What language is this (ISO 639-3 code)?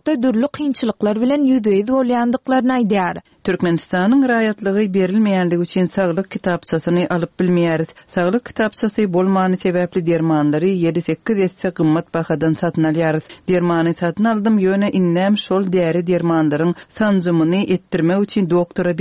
tuk